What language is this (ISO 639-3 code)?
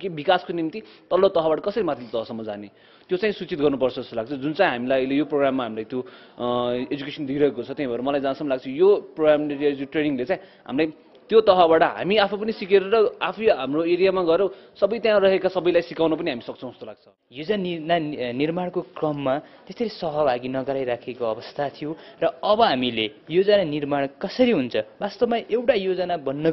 nep